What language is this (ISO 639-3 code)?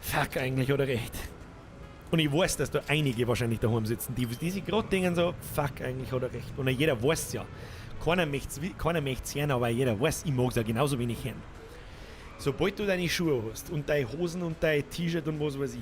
bar